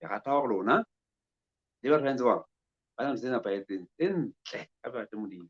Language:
Southern Sotho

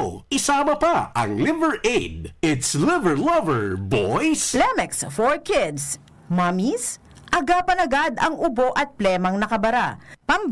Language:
Bikol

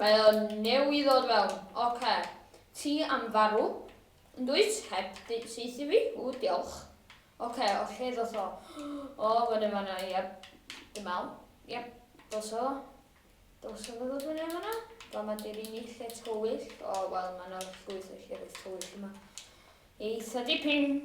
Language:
Welsh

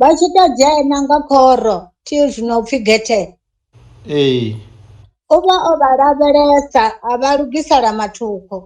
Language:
Venda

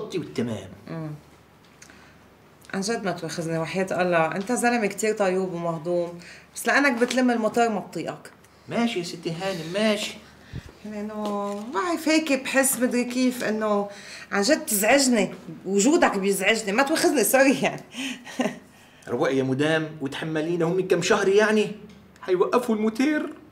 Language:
North Levantine Arabic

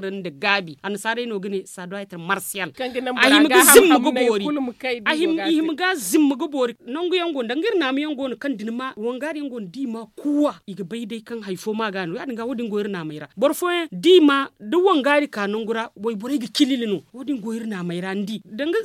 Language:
Zarma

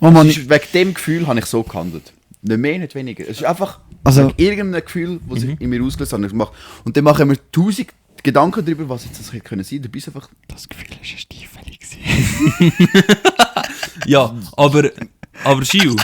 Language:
Swiss German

